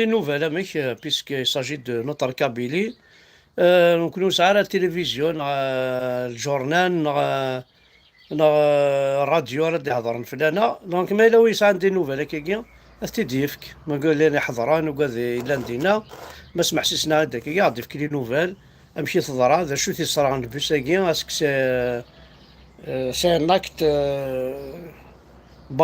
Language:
Kabyle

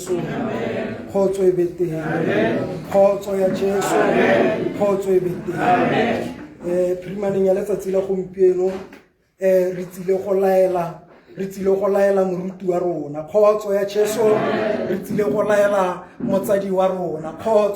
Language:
Tswana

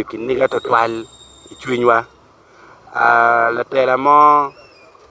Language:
Acoli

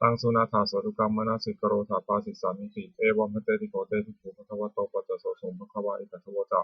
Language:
Pali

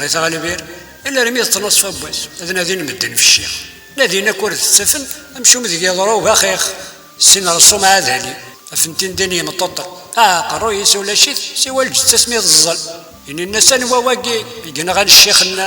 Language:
Kabyle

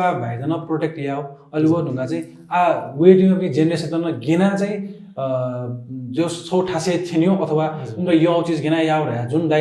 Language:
Newari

